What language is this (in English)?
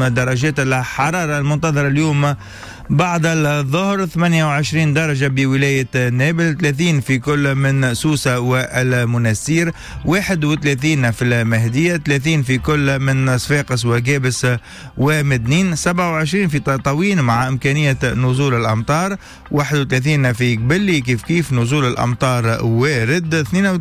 Tunisian Arabic